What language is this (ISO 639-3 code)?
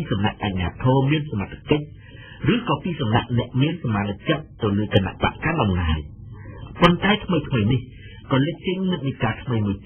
khm